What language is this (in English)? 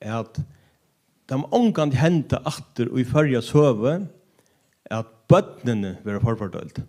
Faroese